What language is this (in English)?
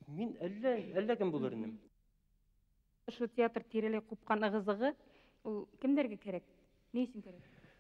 Bashkir